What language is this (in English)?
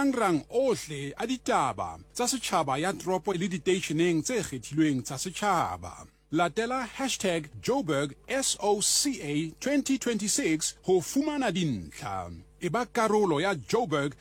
Southern Sotho